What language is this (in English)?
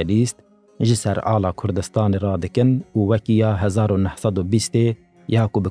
Kurdish